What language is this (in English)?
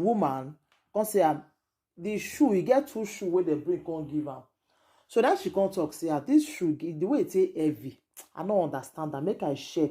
Nigerian Pidgin